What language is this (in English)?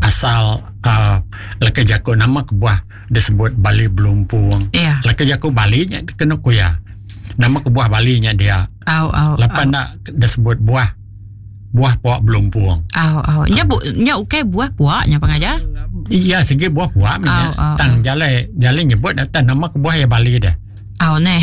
Iban